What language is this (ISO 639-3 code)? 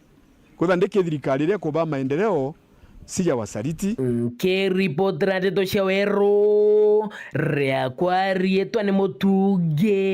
mer